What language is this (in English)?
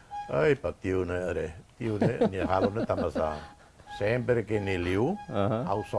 Tetum